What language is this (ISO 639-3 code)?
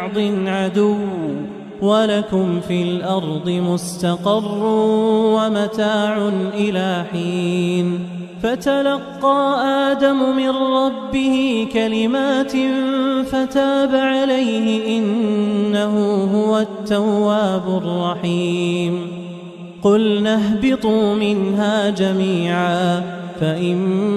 ara